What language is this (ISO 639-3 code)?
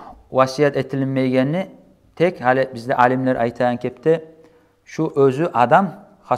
kum